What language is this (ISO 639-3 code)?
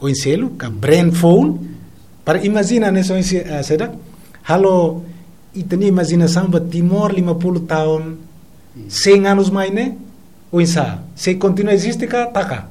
tet